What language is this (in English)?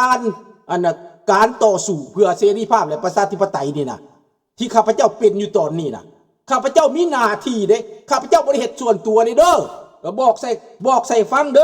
Lao